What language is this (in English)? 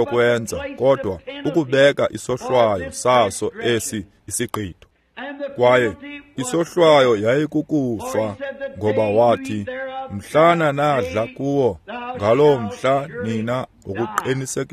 Xhosa